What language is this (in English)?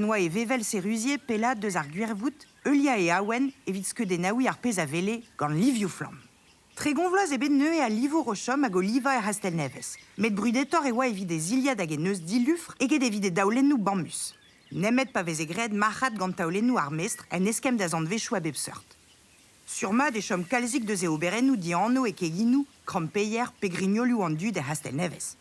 Breton